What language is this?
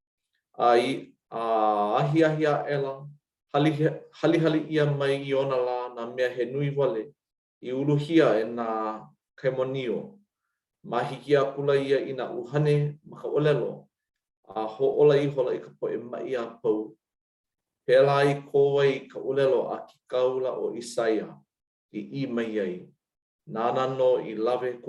Hawaiian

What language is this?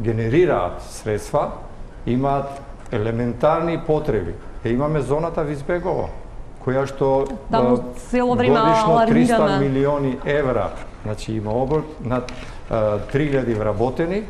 Macedonian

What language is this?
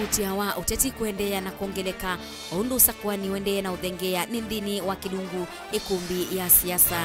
Kamba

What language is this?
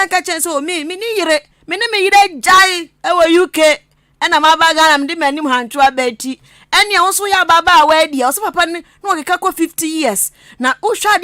Akan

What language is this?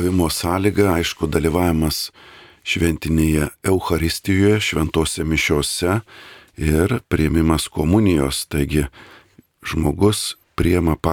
Lithuanian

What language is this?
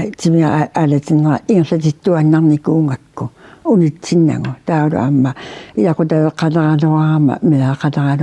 Kalaallisut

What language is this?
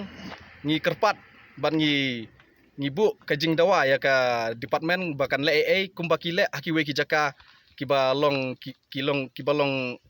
Khasi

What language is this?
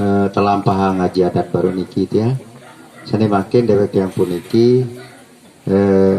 Sasak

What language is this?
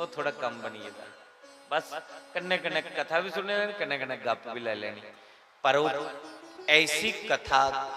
Dogri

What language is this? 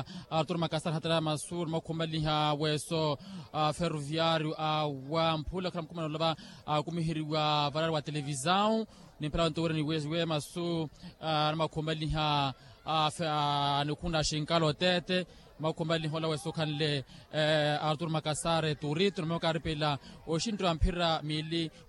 Makhuwa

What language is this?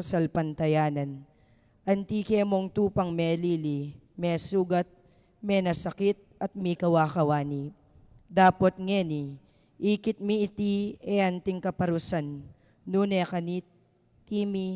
Pampanga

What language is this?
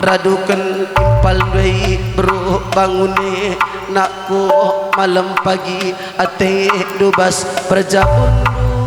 Batak Karo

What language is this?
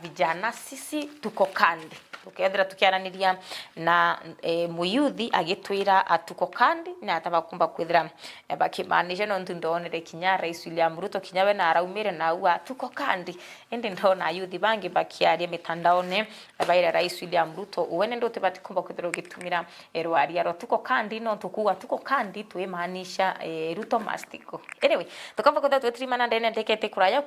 Meru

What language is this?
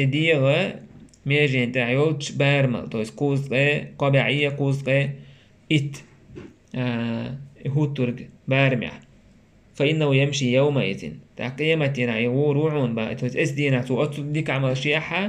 Chechen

